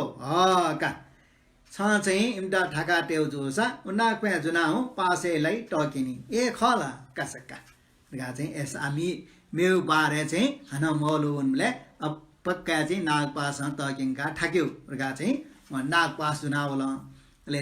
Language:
Newari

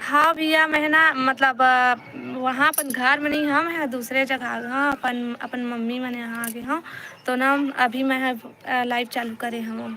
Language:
Chhattisgarhi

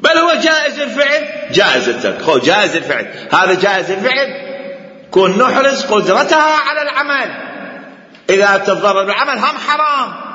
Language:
Mesopotamian Arabic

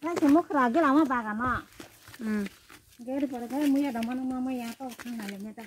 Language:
Kok Borok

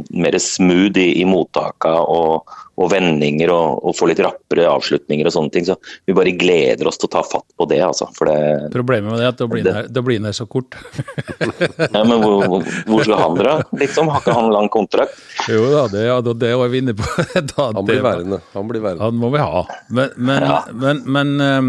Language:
Norwegian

